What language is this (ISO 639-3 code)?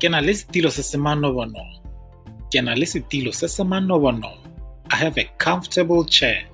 tsn